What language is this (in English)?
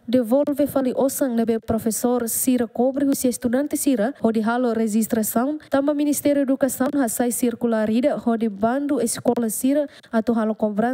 Tetum